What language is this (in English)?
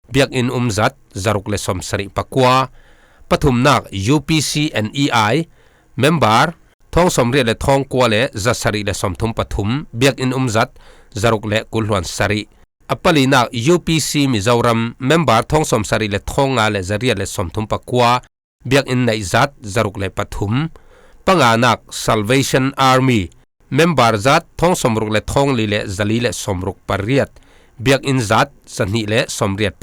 Falam Chin